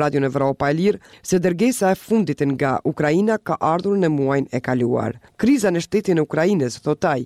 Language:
Albanian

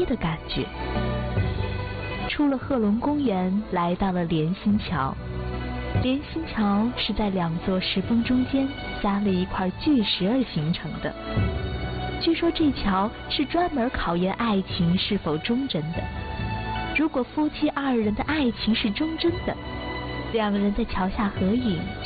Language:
Chinese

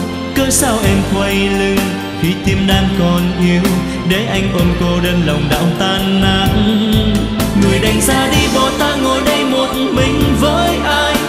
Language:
Vietnamese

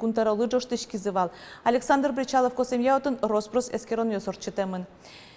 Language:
Udmurt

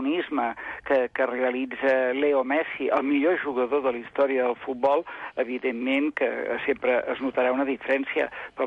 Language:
Catalan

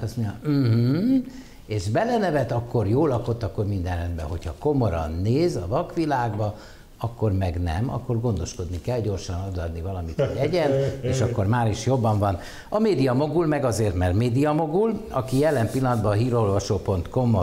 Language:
Hungarian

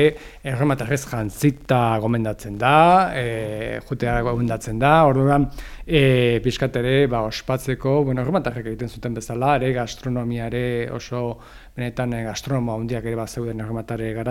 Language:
Basque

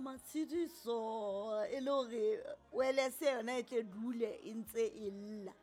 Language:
Southern Sotho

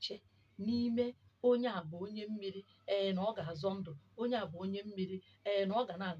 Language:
Igbo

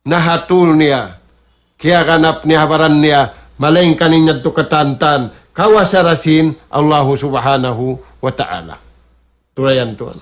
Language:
Tausug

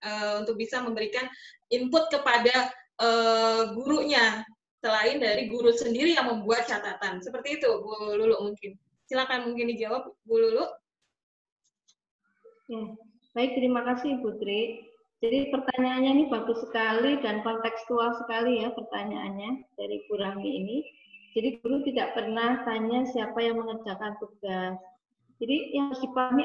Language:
Indonesian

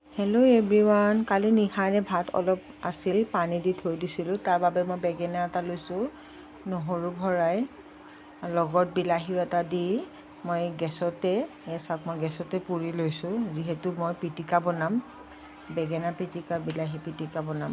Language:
Assamese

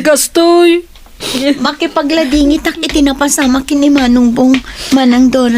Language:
Iloko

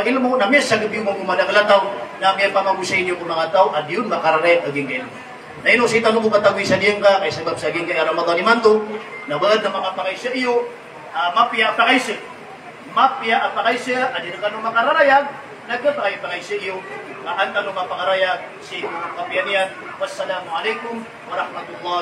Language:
Maranao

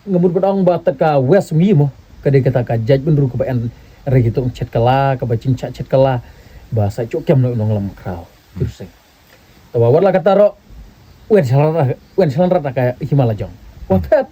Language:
Khasi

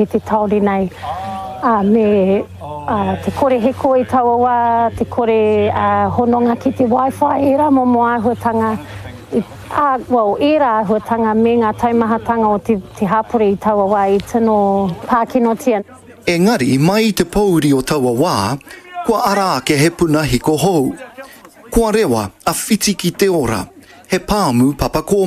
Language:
Māori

